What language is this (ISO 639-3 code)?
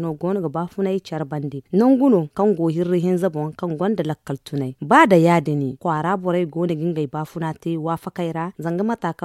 dje